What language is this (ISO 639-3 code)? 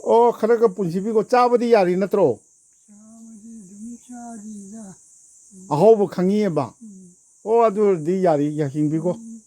mni